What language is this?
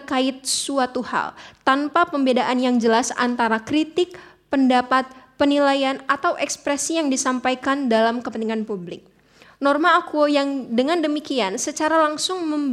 Indonesian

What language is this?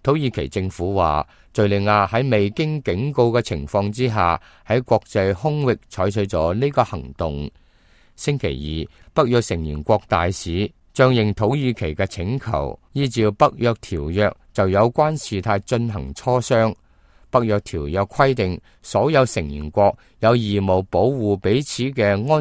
Cantonese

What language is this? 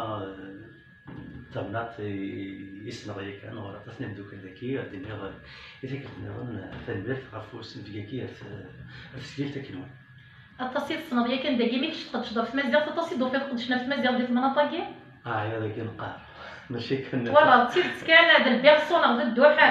Kabyle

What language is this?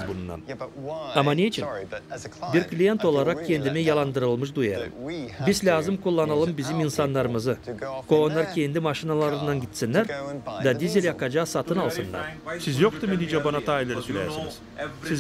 Gagauz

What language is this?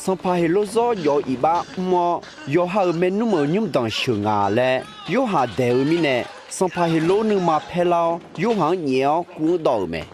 Akha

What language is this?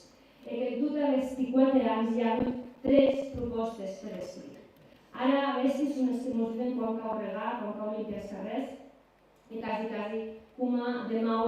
Occitan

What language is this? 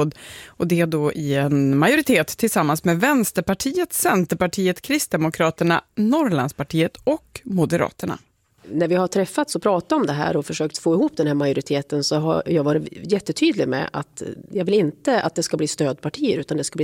Swedish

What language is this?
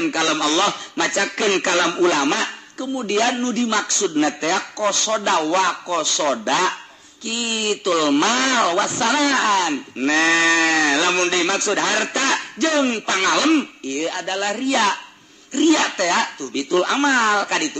Sundanese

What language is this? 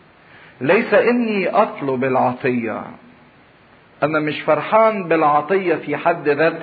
Egyptian Arabic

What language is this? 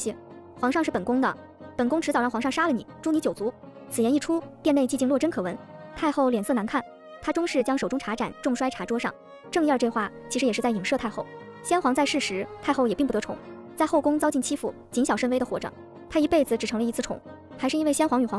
Chinese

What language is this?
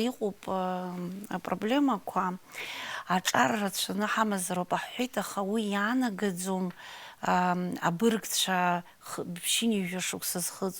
Abkhazian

